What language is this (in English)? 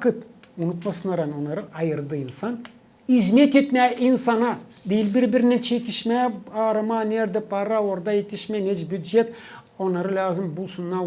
Gagauz